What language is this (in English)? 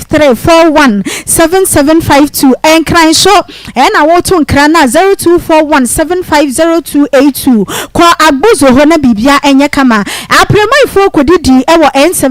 Akan